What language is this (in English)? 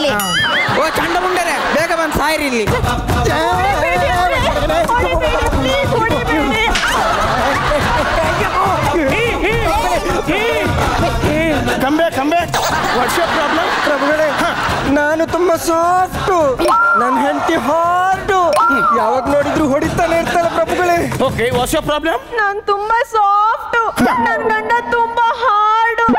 Kannada